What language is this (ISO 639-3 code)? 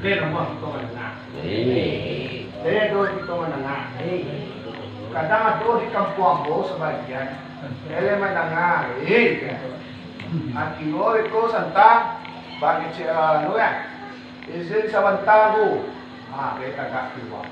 min